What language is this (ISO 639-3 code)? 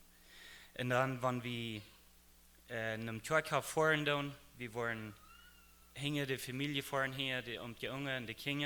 pdt